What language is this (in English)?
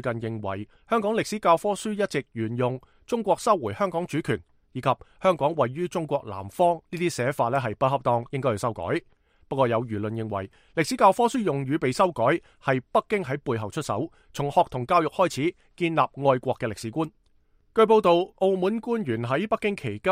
Cantonese